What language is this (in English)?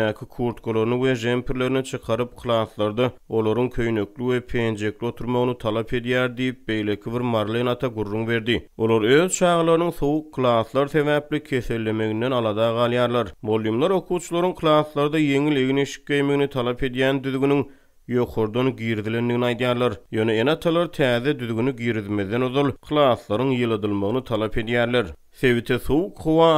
Turkmen